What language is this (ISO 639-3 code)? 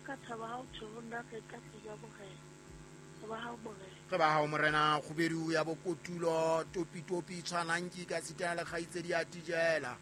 sot